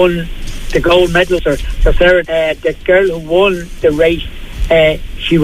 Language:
English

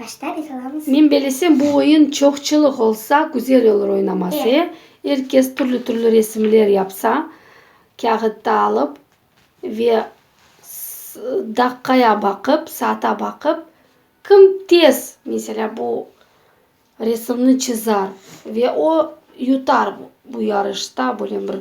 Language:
Crimean Tatar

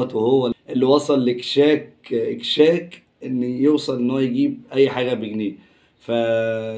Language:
Egyptian Arabic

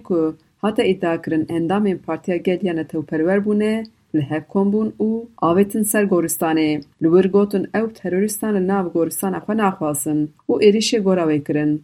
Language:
Kurdish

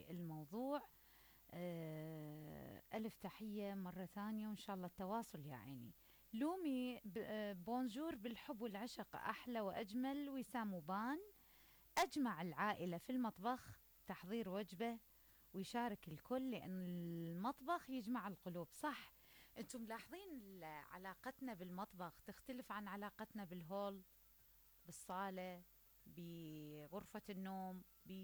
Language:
Mesopotamian Arabic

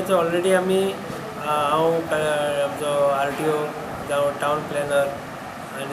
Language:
Konkani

